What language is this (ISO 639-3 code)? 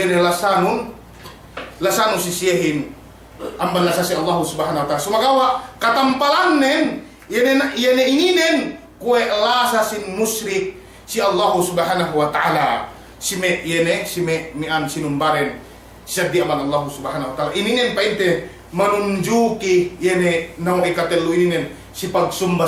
yka